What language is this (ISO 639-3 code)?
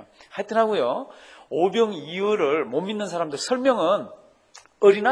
kor